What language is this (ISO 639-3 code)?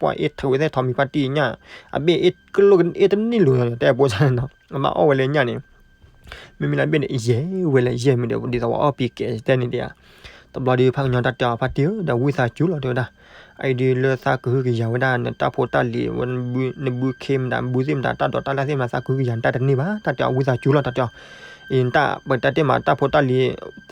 ksw